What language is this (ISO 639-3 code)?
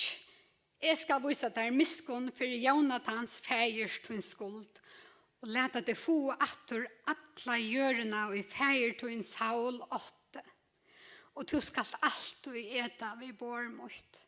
fao